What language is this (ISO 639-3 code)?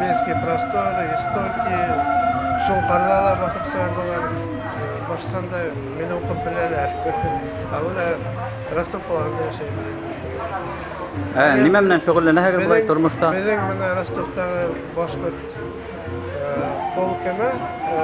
bak